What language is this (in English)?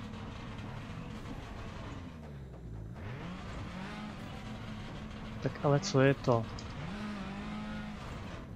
Czech